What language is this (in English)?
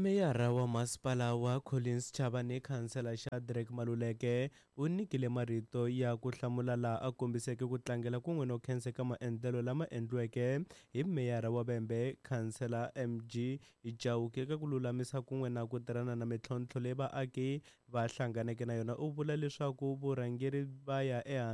Tsonga